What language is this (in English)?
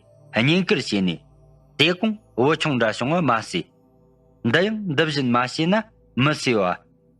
Tibetan